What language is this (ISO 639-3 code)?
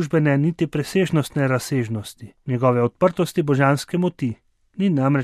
slv